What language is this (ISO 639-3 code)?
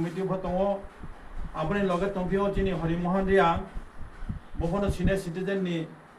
ria